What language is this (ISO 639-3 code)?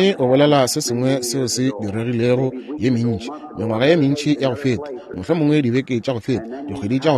nso